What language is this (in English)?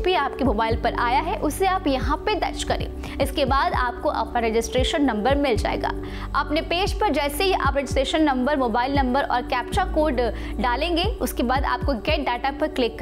Hindi